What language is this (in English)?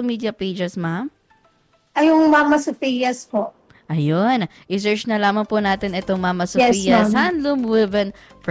Filipino